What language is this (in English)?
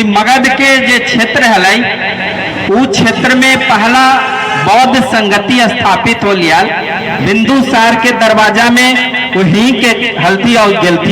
Magahi